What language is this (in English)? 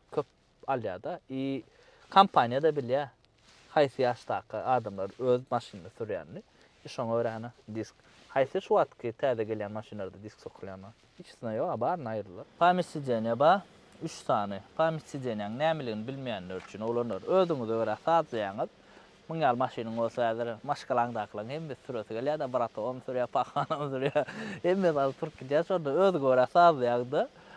Turkmen